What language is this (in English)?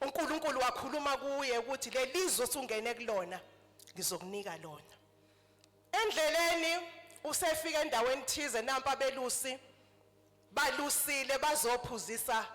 Zulu